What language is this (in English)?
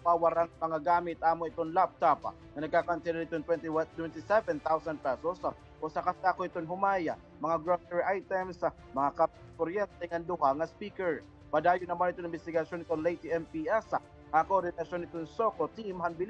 Waray